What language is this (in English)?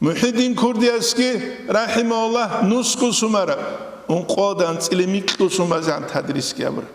Avaric